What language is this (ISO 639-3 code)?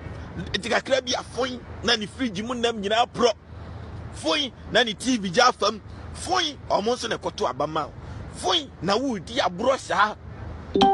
aka